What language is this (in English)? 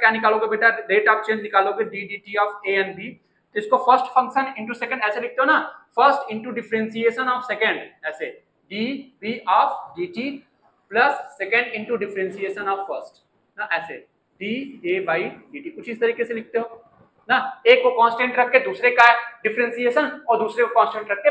Hindi